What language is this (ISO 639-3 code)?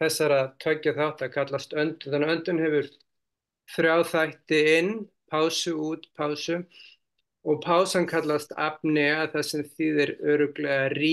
isl